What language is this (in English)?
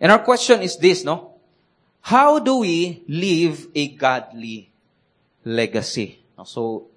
Cebuano